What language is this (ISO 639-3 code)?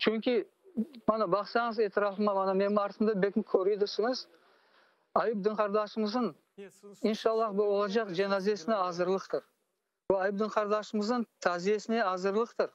crh